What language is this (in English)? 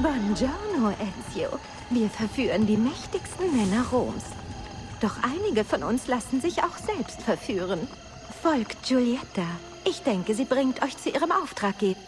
Bavarian